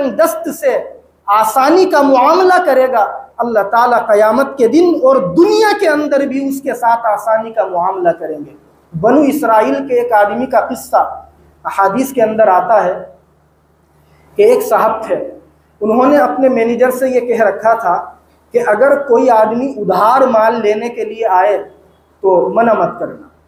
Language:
Hindi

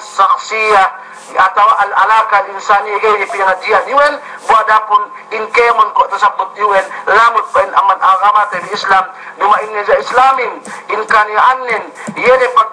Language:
Yakan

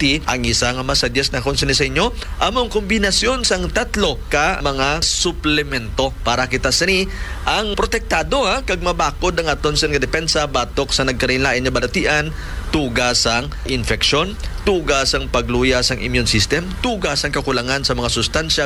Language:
Hiligaynon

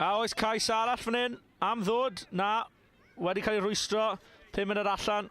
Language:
Welsh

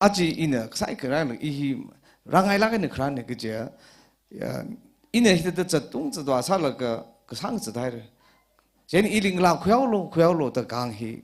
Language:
Tangkhul Naga (India)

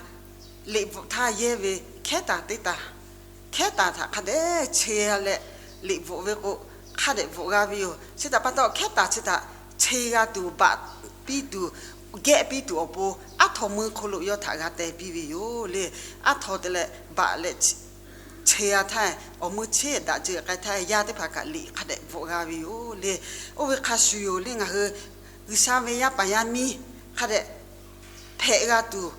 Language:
Lahu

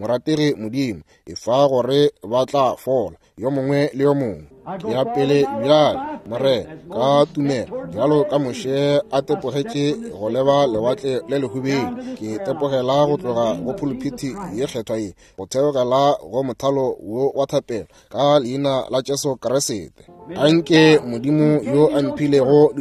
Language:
Northern Sotho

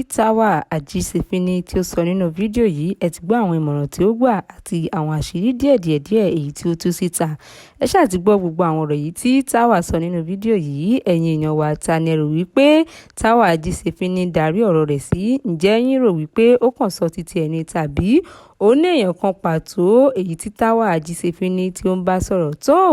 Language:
Yoruba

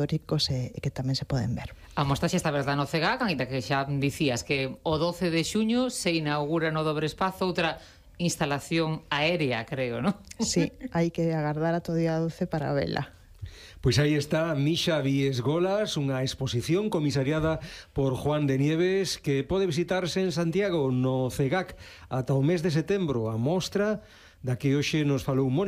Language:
Galician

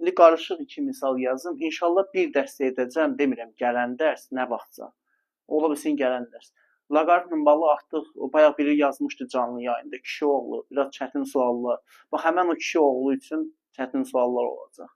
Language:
Azerbaijani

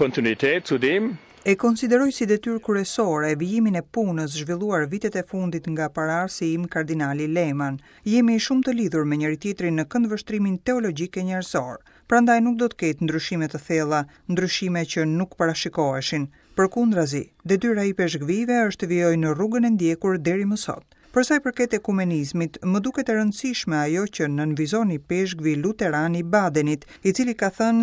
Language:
Albanian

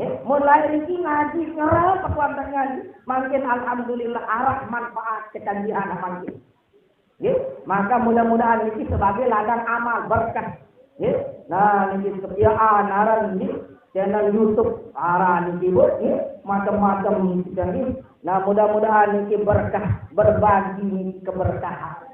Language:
Sasak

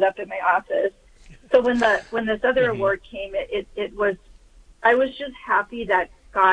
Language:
English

